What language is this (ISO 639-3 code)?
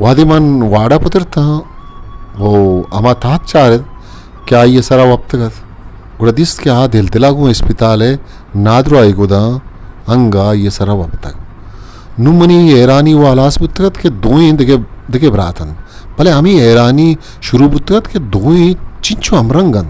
bgp